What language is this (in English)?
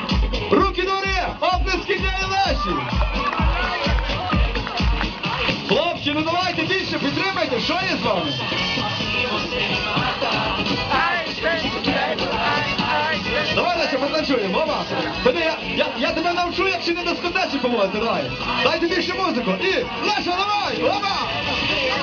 Ukrainian